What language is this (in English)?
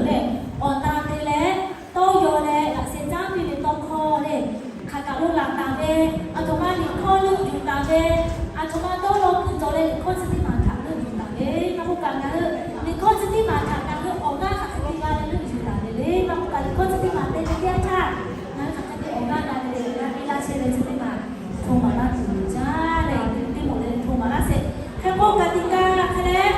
Lahu